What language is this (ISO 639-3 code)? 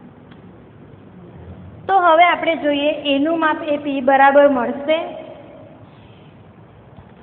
guj